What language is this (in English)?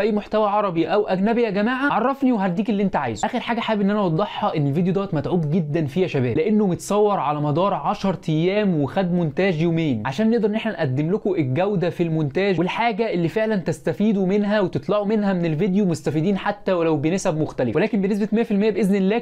Egyptian Arabic